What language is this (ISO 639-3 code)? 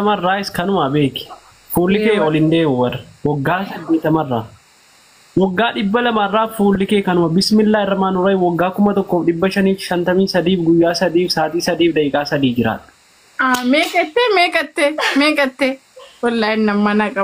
orm